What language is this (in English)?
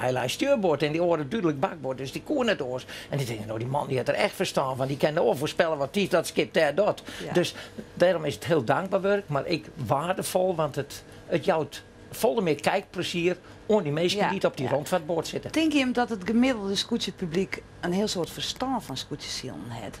Western Frisian